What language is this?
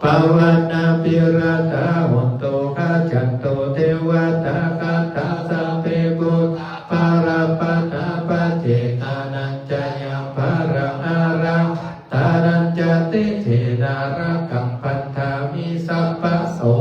Pali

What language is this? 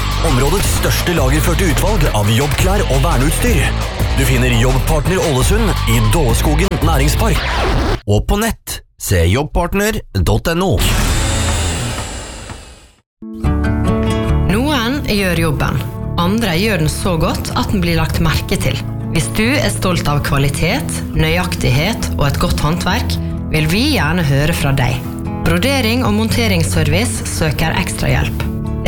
Norwegian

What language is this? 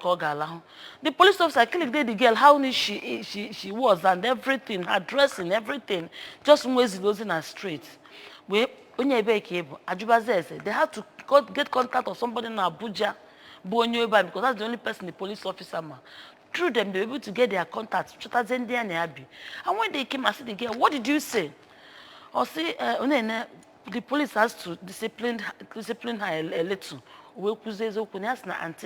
Igbo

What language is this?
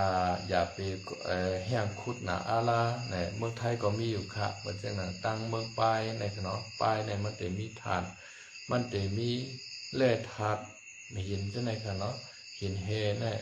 Shan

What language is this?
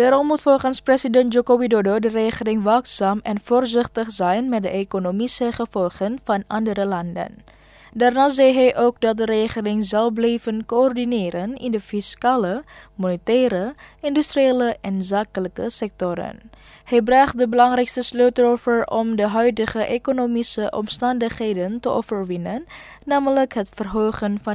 Dutch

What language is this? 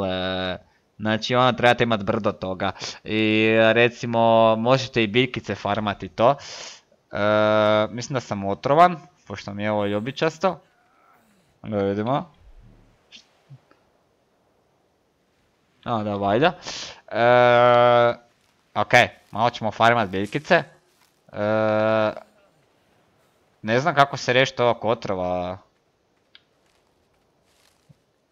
Croatian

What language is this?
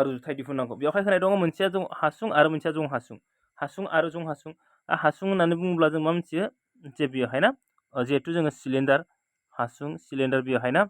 Bodo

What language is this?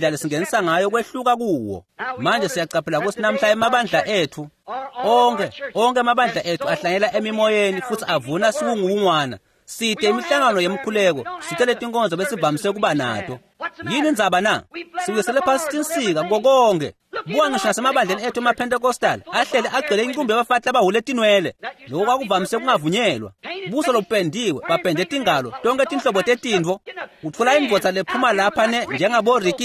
Swati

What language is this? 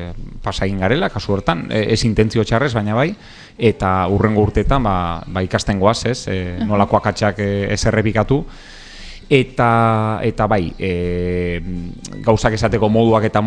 Basque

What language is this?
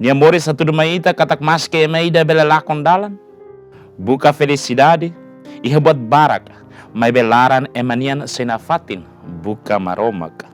Tetum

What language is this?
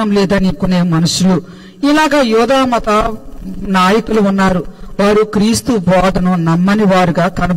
Telugu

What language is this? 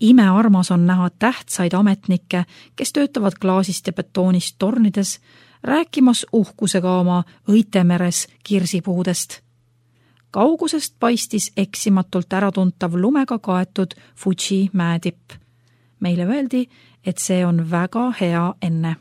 Estonian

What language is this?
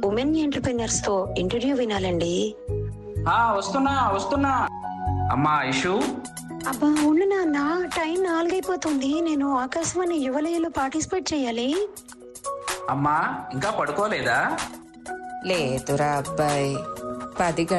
Telugu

